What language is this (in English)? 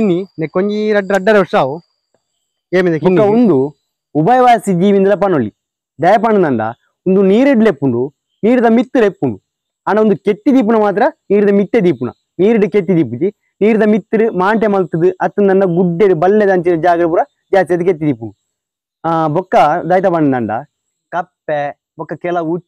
Tulu